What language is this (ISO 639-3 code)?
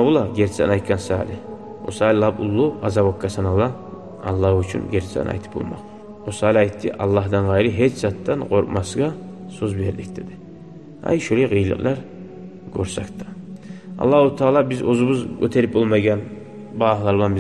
kum